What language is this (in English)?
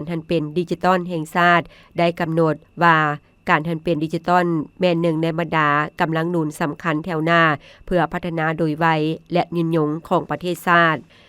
Lao